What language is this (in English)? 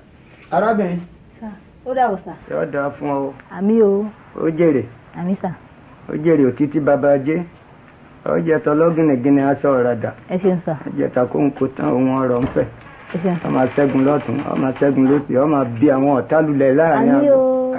Yoruba